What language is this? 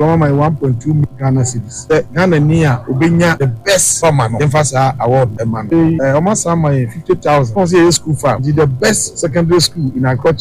Akan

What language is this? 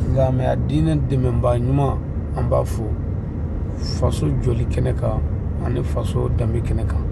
Bambara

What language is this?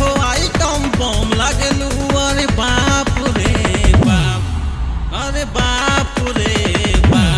Bhojpuri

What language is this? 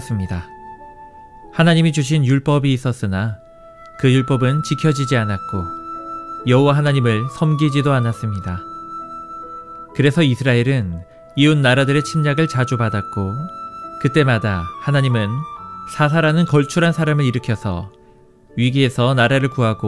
Korean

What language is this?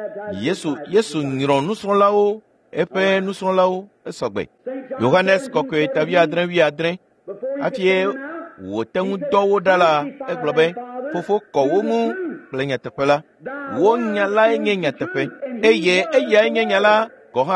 Ewe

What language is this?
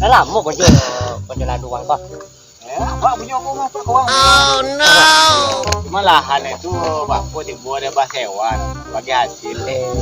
Minangkabau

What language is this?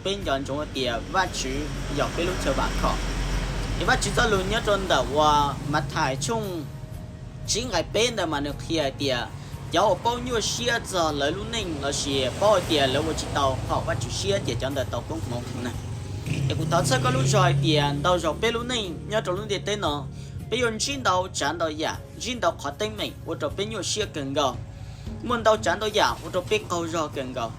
Hmong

